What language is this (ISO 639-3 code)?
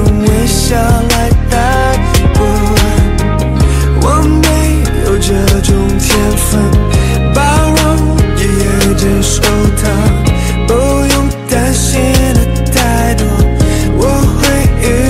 zho